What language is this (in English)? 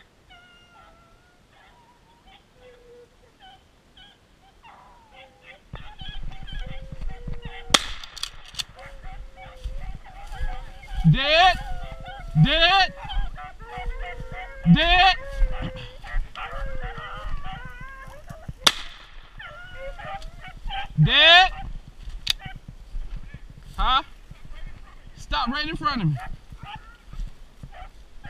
English